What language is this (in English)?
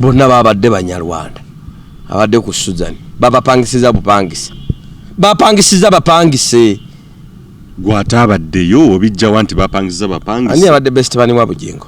Ganda